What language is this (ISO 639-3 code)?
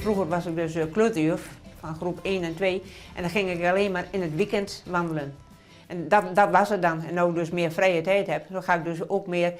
fry